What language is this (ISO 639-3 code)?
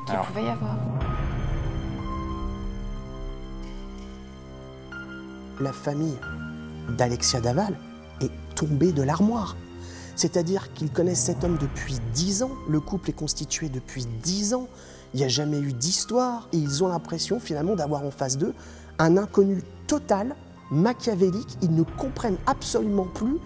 fra